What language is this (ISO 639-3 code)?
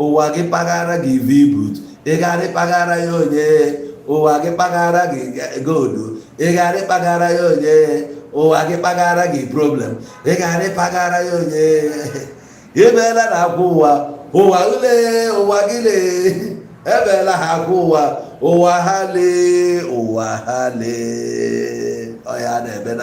ibo